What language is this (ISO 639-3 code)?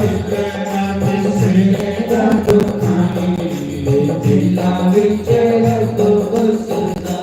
doi